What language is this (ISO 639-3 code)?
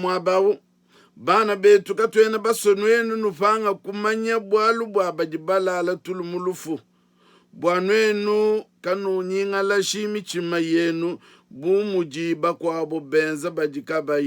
lua